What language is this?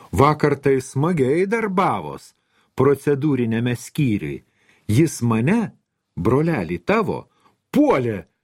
Lithuanian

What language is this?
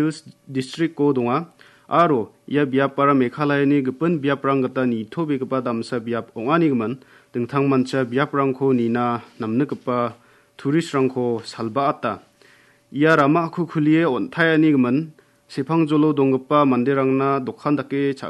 Garo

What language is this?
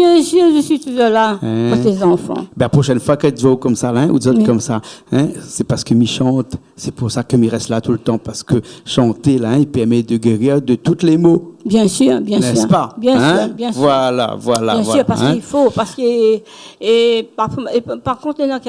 Réunion Creole French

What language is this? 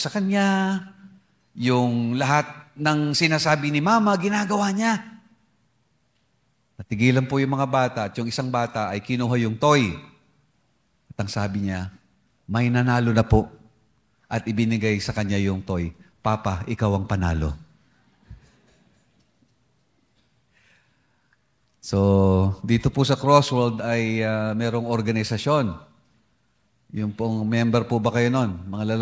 Filipino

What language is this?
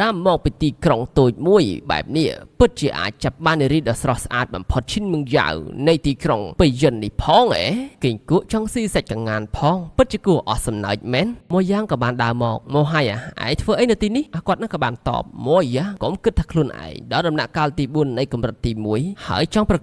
Khmer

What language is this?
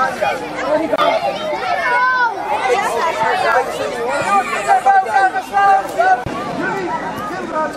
Dutch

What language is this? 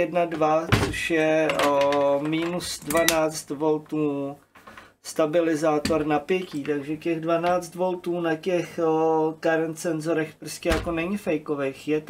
Czech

